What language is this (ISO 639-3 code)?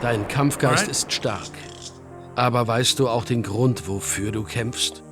bar